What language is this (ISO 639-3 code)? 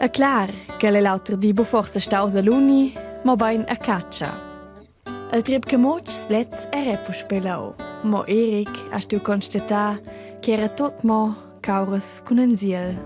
roh